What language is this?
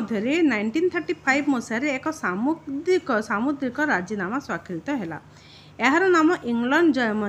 Odia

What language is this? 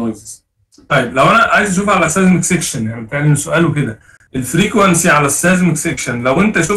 Egyptian Arabic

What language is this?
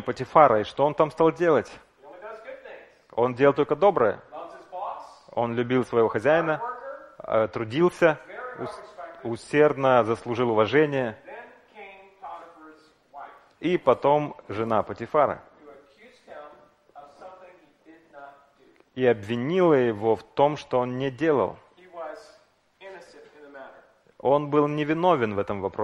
Russian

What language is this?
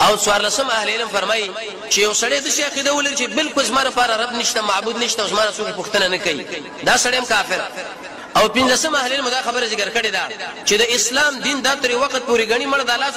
Pashto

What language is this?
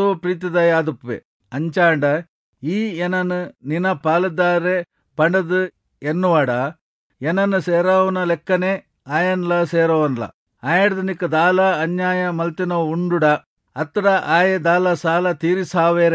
Tulu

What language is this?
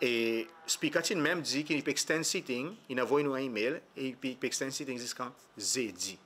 Seselwa Creole French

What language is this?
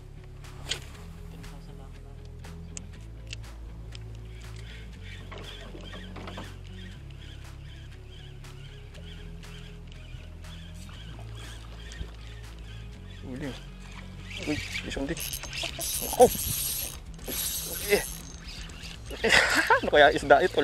Filipino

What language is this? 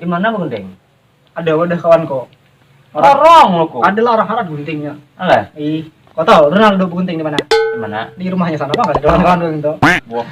Banjar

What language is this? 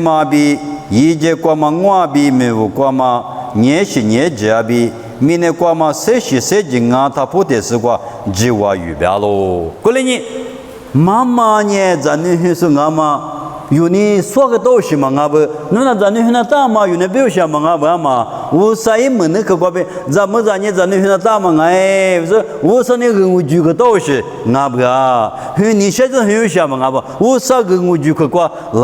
Lisu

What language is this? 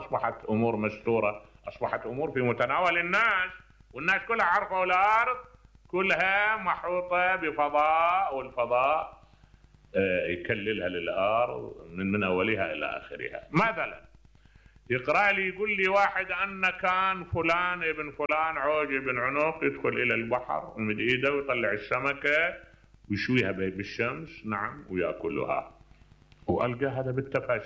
Mesopotamian Arabic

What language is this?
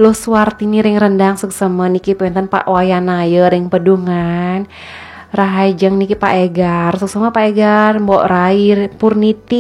Balinese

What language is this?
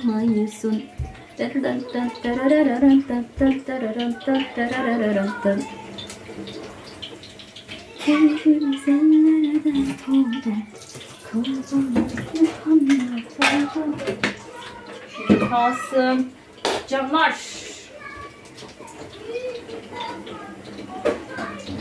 Turkish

